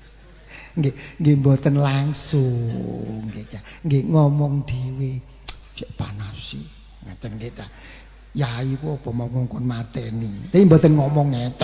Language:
Javanese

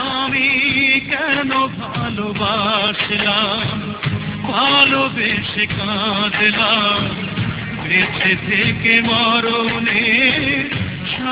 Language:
Bangla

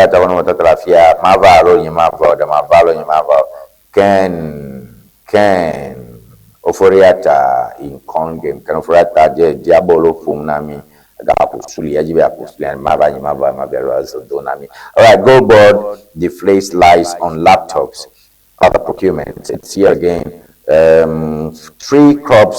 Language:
Ewe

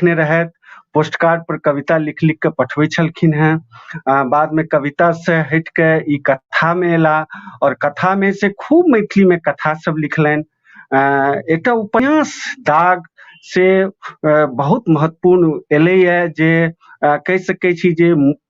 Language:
Maithili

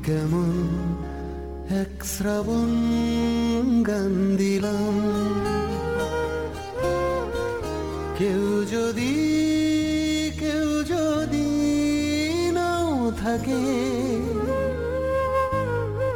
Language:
Bangla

